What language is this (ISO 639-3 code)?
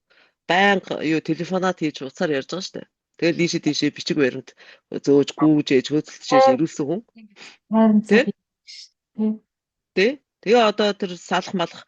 mon